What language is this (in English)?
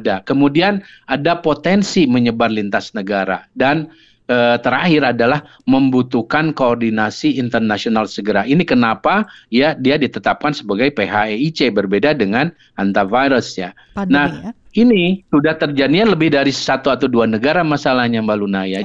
Indonesian